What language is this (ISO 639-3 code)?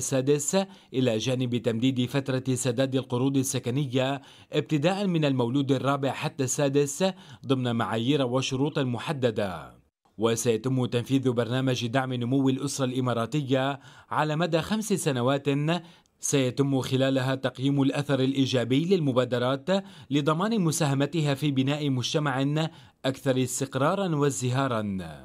ara